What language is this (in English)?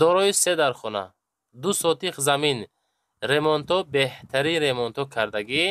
Tajik